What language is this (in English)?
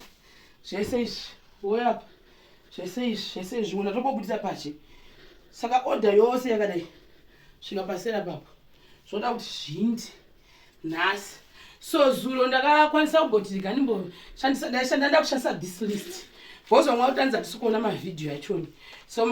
Shona